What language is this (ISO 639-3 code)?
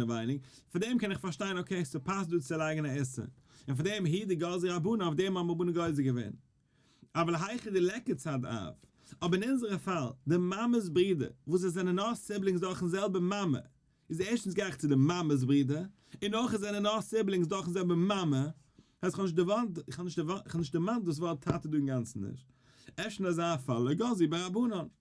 yid